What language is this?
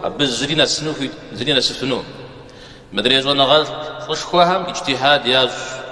Kabardian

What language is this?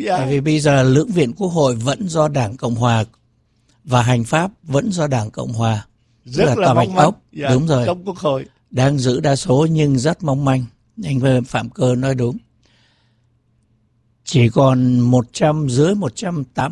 Vietnamese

